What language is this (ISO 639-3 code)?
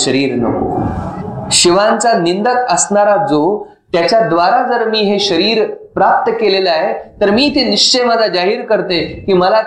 mar